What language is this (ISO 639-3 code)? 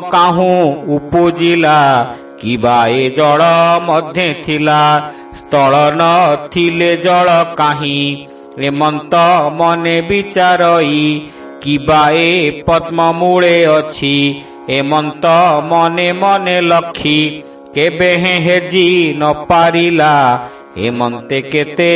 ori